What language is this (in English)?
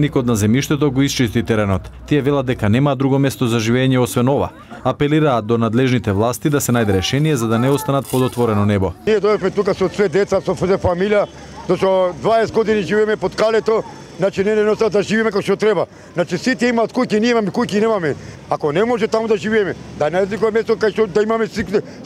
Macedonian